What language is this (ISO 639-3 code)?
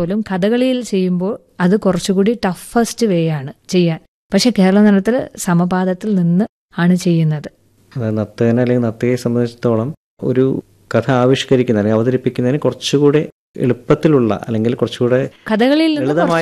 mal